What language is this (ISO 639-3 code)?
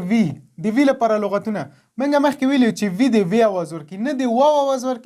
pus